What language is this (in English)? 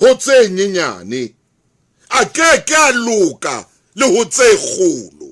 Southern Sotho